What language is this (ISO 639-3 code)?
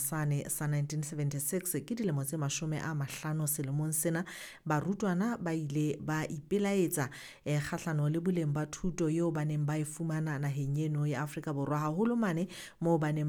sot